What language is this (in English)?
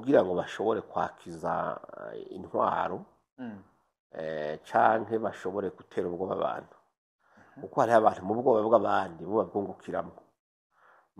Rundi